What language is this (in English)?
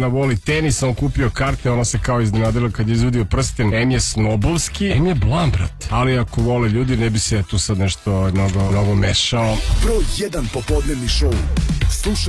Serbian